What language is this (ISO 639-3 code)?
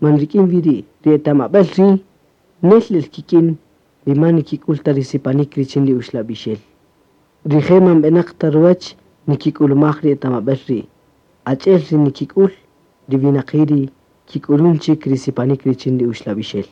cak